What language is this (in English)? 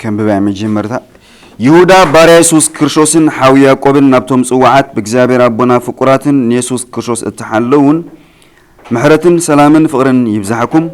Tigrinya